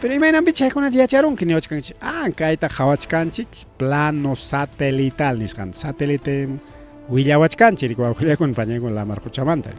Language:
Ayacucho Quechua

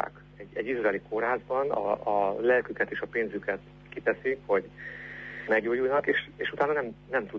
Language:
Hungarian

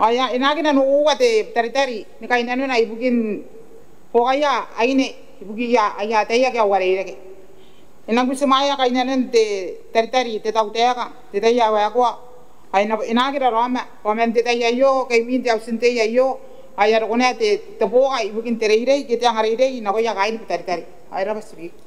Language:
Gilbertese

